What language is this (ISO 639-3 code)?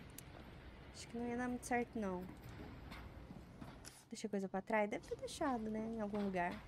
por